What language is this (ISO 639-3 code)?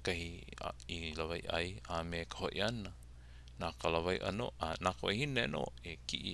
haw